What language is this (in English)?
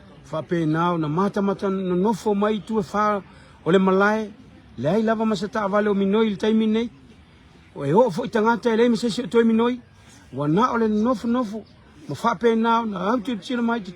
Samoan